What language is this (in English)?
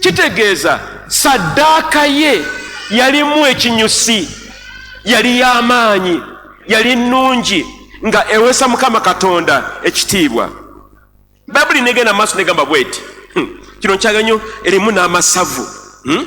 Ganda